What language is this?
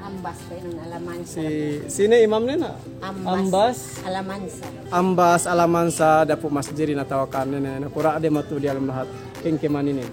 Yakan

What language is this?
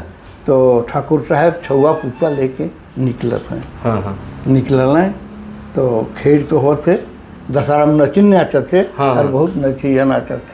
Sadri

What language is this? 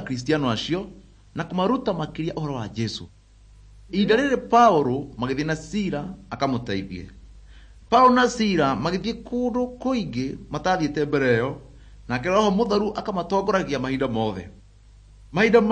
Kikuyu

